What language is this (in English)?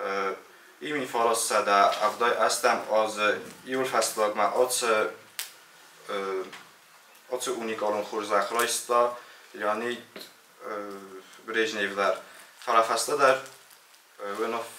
Ossetic